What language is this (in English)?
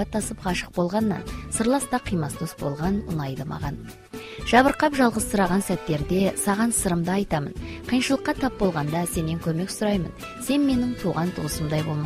Kazakh